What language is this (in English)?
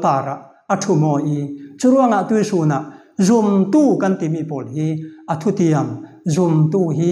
Falam Chin